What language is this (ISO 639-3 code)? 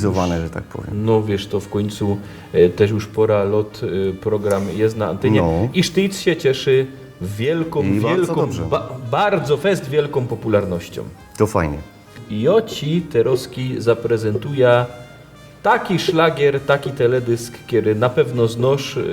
szl